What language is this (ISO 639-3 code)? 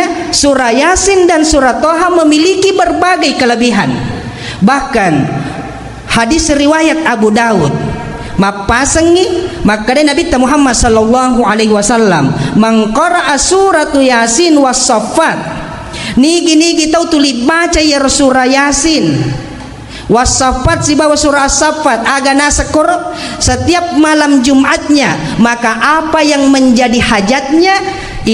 bug